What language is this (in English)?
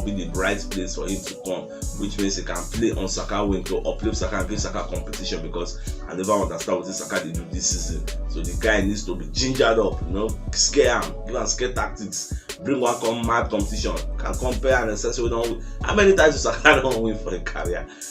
Nigerian Pidgin